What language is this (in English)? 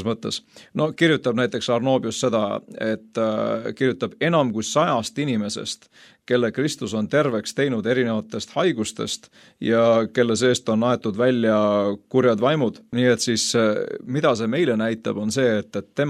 Estonian